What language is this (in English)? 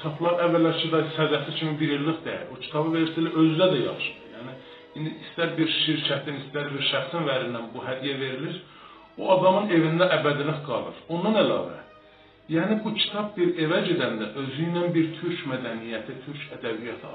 South Azerbaijani